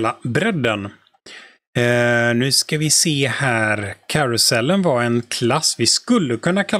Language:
Swedish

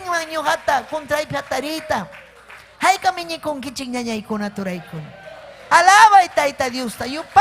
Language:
Ayacucho Quechua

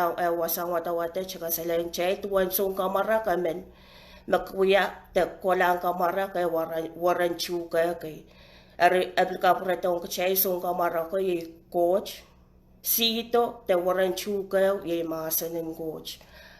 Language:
Pohnpeian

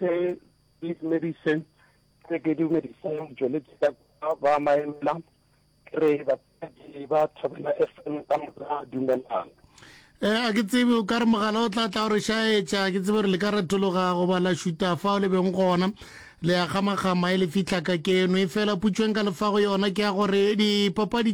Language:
Northern Sotho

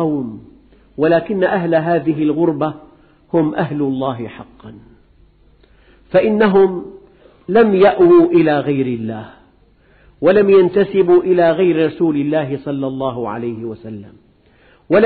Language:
Arabic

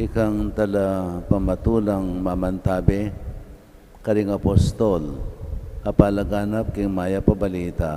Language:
Pampanga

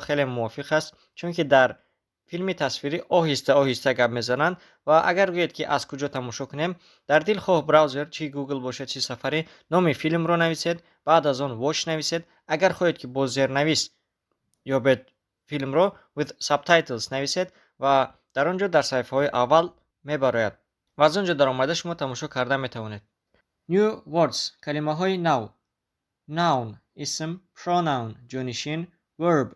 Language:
Tajik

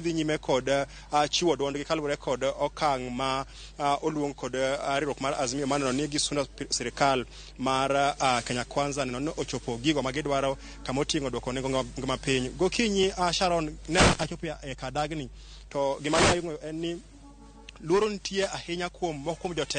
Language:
Luo (Kenya and Tanzania)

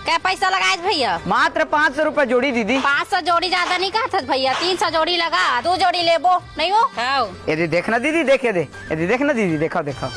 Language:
Chhattisgarhi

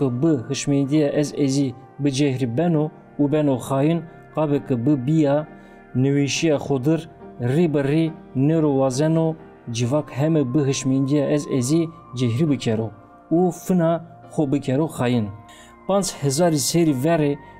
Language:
Zaza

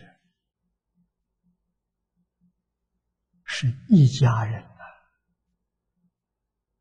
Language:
Chinese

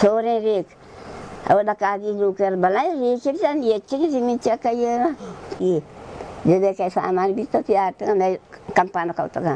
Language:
Baluchi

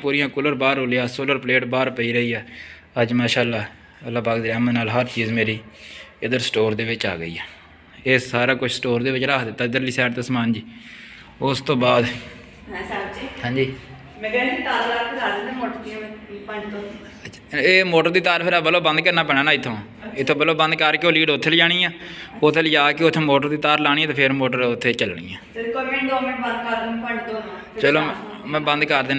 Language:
Punjabi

